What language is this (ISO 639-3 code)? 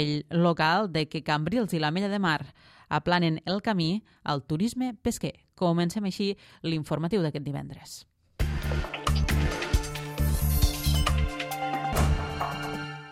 cat